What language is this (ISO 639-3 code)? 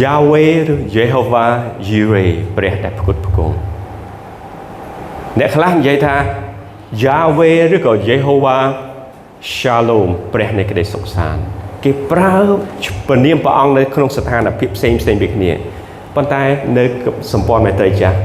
khm